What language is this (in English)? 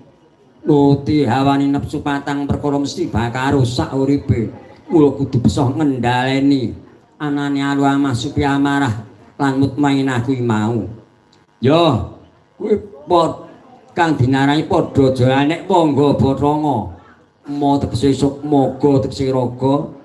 Javanese